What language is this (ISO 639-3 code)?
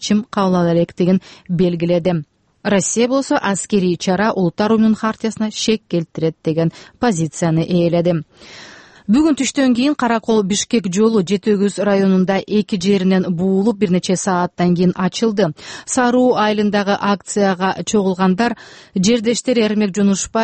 kir